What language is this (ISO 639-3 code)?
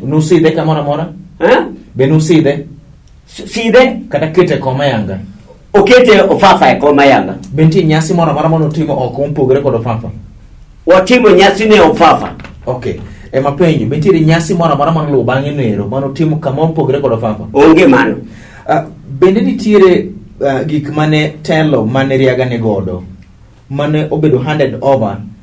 luo